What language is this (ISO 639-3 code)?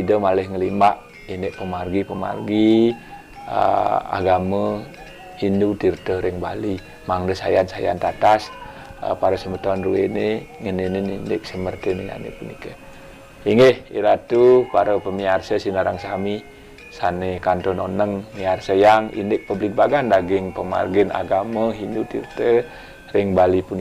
ban